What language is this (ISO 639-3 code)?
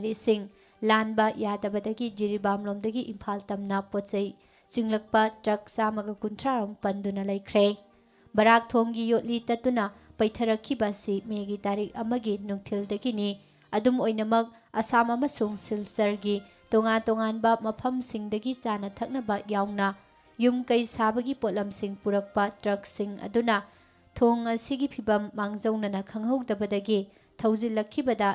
mni